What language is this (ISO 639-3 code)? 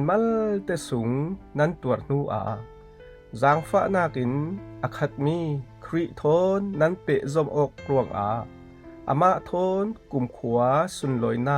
cfm